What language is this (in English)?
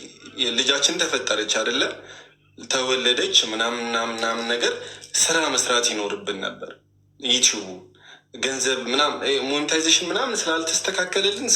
Amharic